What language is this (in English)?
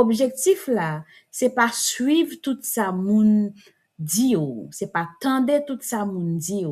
Haitian Creole